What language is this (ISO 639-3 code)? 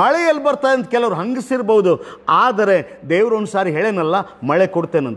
kan